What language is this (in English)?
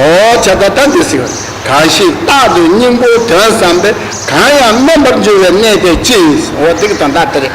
Tibetan